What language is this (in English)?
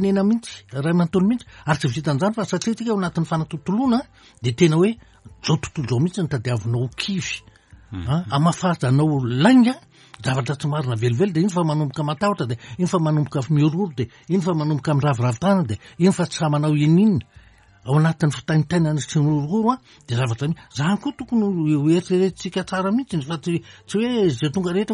Malagasy